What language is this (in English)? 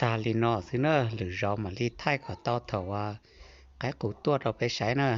Hmong